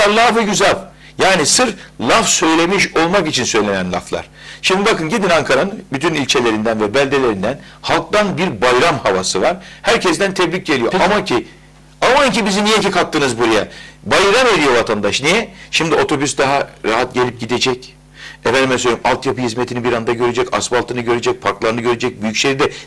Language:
Turkish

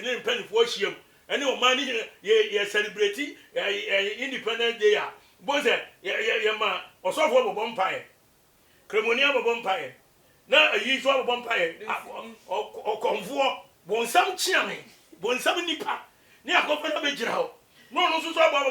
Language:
Akan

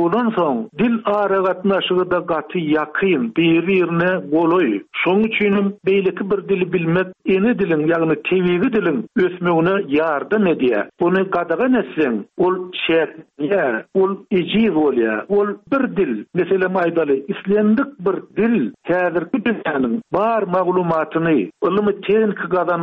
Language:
Turkmen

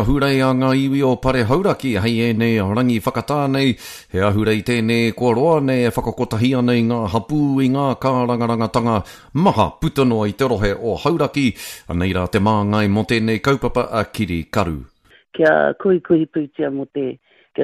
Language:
Māori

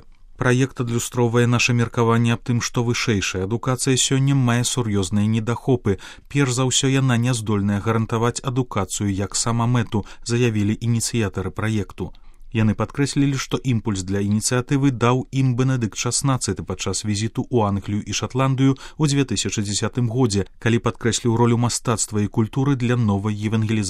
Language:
Belarusian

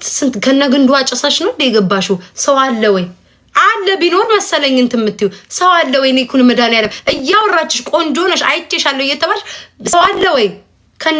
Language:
Amharic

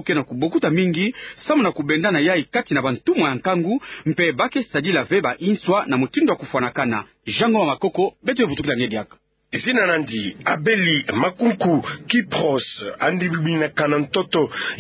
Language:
Kituba (Democratic Republic of Congo)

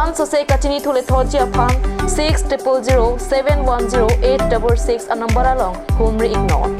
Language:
Karbi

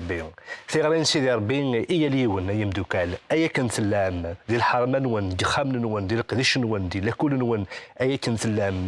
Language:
Kabyle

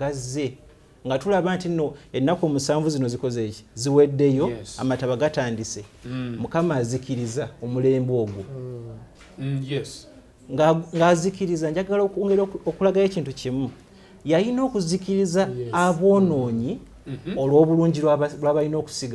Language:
Ganda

